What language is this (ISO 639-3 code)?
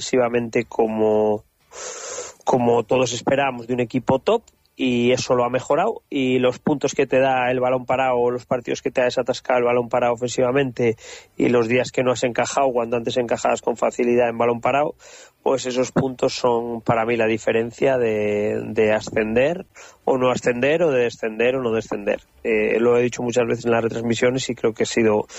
spa